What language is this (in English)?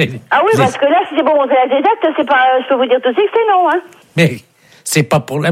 French